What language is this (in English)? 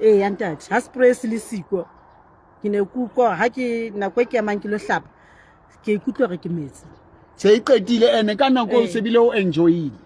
Southern Sotho